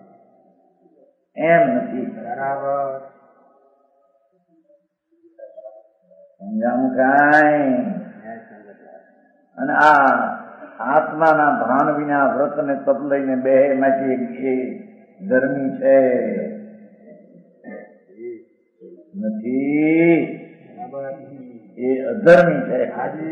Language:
Gujarati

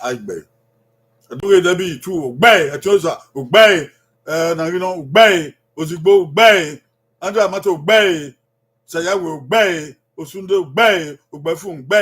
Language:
Bini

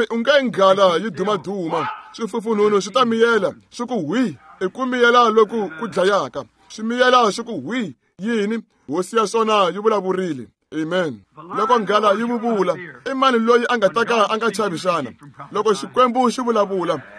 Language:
Tsonga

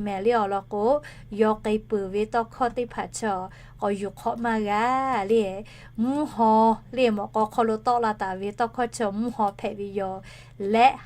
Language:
Lahu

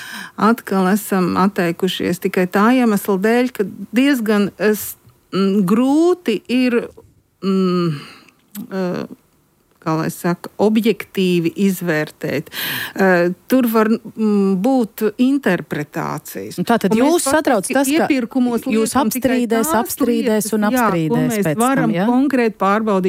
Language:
Latvian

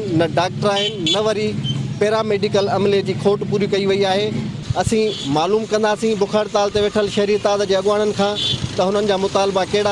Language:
Sindhi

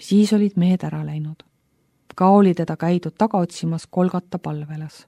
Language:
Estonian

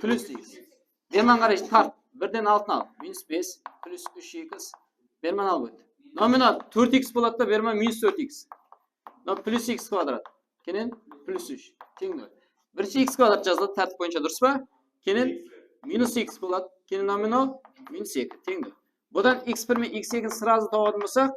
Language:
Kara-Kalpak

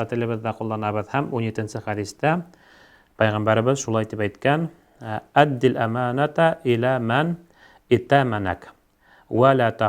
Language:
Bashkir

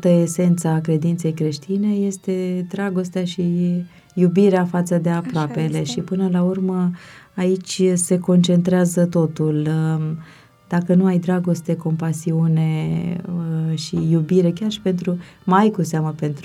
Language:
Romanian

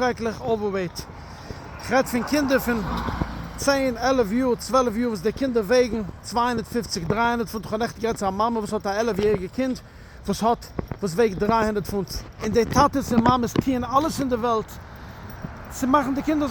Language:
Yiddish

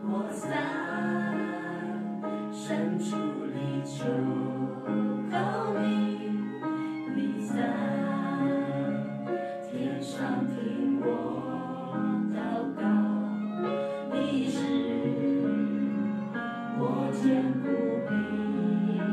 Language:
Chinese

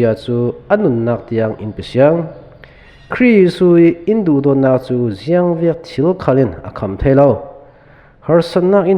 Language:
Falam Chin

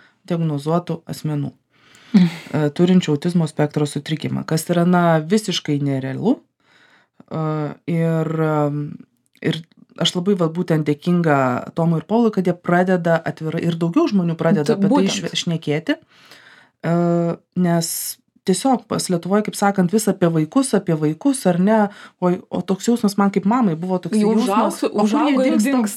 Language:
Lithuanian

